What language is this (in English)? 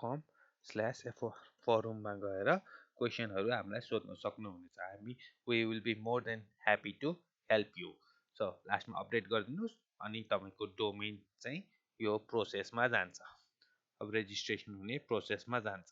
Nepali